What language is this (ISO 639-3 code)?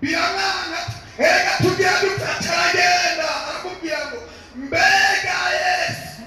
run